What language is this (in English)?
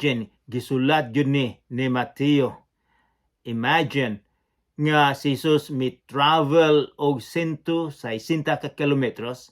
Cebuano